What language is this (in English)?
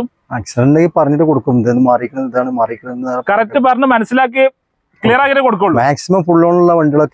Malayalam